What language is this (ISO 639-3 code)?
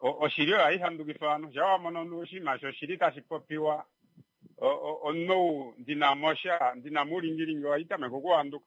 kua